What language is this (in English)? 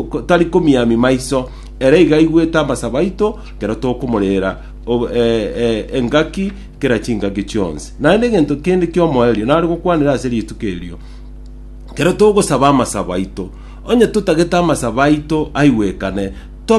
Gusii